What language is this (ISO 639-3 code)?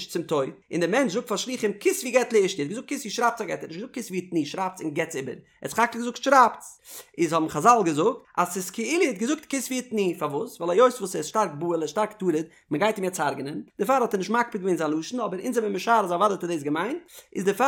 yid